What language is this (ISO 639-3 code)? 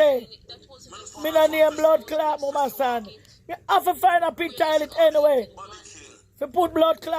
jam